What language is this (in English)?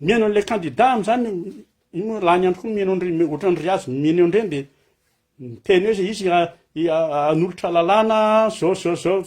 Malagasy